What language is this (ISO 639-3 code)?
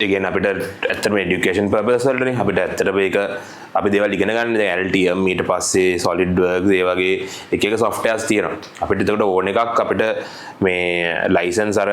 sin